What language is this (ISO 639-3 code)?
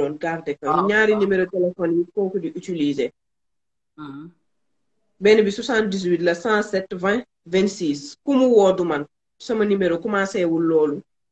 wol